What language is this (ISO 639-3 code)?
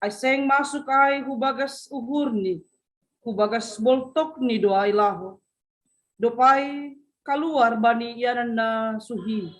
bts